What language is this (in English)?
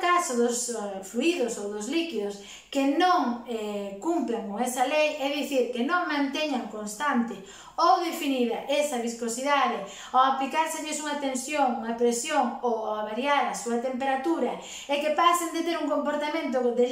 Galician